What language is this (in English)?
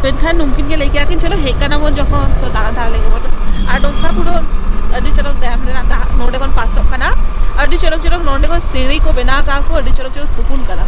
Santali